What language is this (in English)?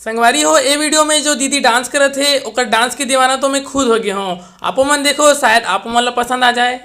Chhattisgarhi